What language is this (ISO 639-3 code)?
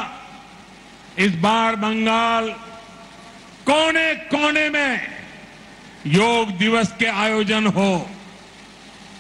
hin